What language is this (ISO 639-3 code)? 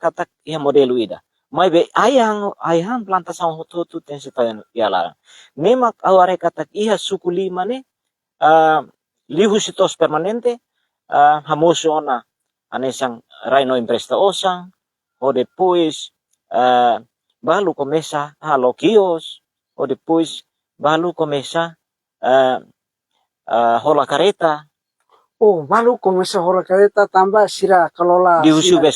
tet